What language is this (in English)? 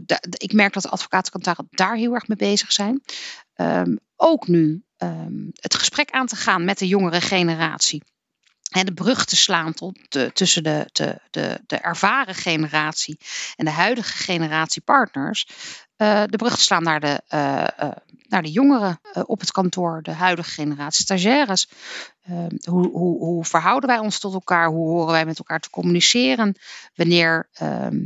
Dutch